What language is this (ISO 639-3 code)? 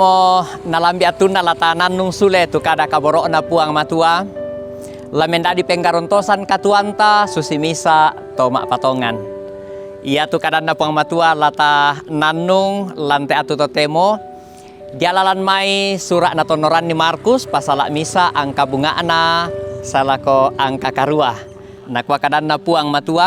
sda